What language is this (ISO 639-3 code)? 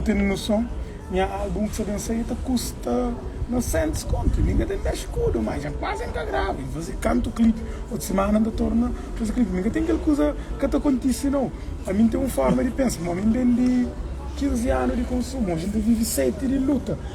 kea